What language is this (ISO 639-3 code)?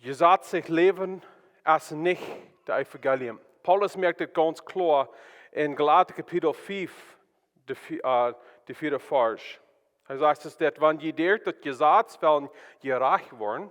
pdt